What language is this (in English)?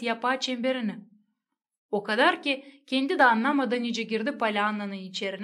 Gagauz